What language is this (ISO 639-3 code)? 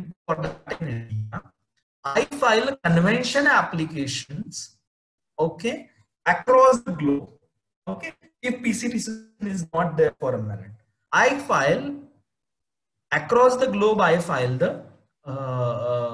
eng